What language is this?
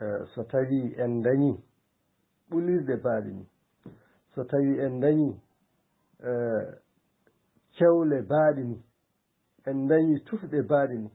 Fula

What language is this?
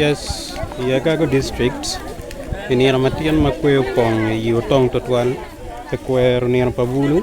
Acoli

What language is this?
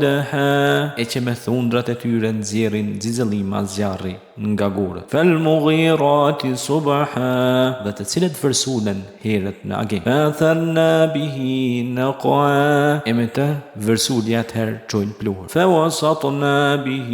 Albanian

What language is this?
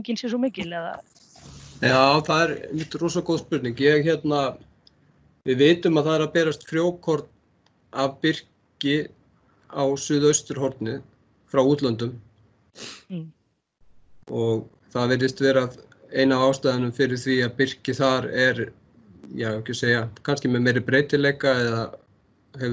Icelandic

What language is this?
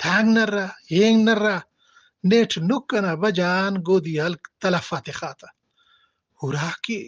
Brahui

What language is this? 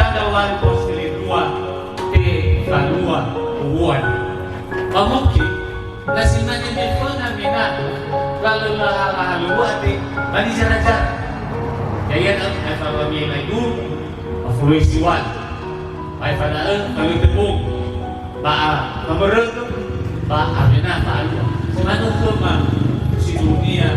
Nias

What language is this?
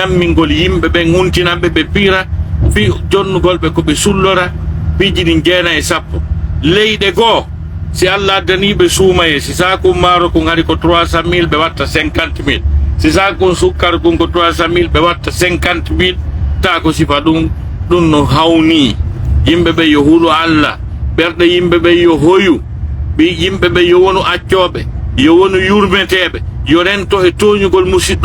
Pular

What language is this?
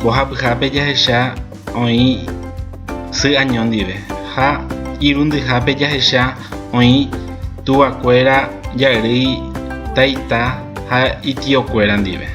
Guarani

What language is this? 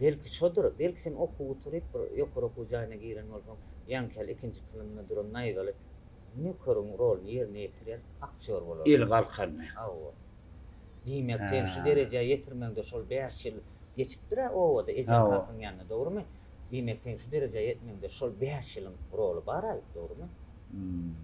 Turkmen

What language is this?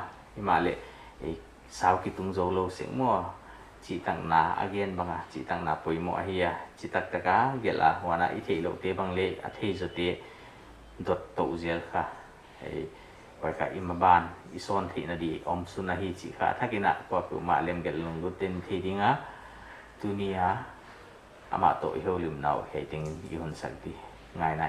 Paite Chin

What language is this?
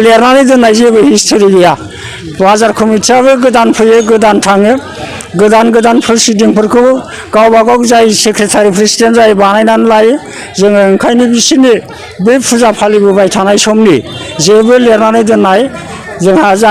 Bodo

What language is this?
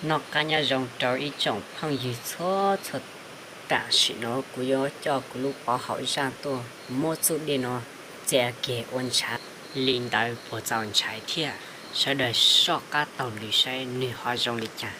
Hmong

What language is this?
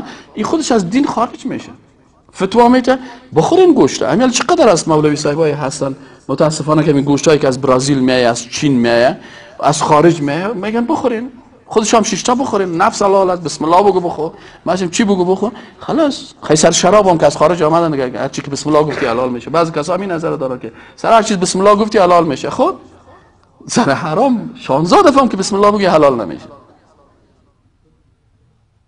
Persian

